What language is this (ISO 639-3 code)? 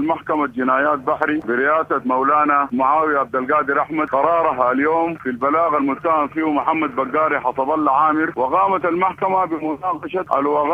apd